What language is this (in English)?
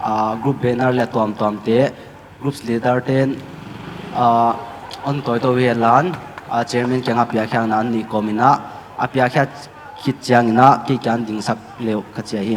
Paite Chin